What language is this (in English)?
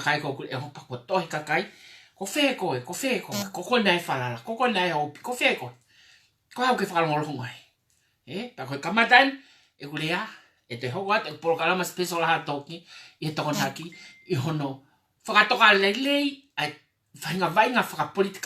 Tongan